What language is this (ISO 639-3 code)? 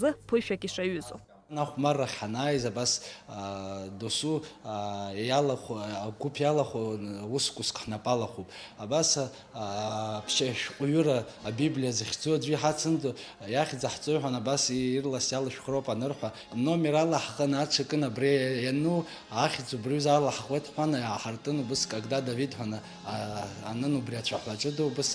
abk